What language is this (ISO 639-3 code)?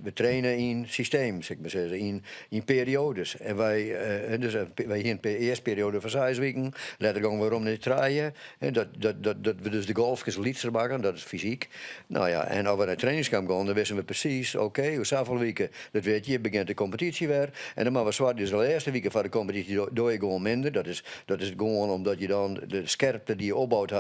fry